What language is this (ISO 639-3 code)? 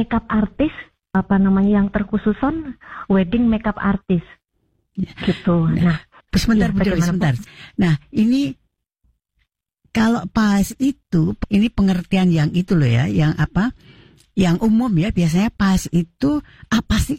ind